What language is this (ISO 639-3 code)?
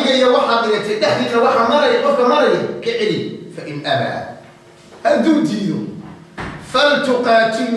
som